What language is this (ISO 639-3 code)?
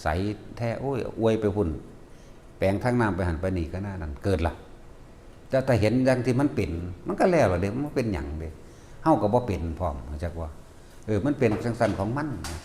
lao